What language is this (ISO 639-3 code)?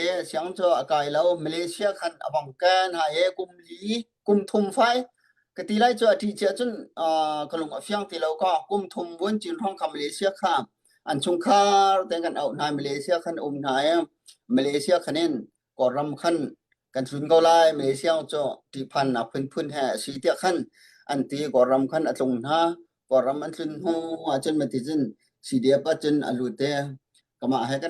cnh